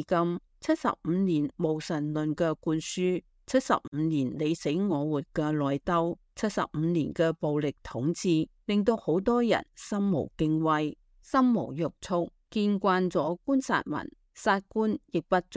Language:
Cantonese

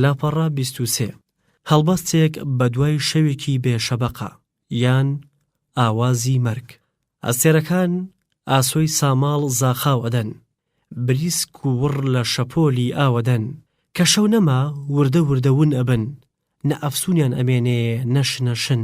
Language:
Central Kurdish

